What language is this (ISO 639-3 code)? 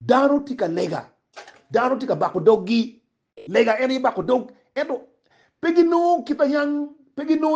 ach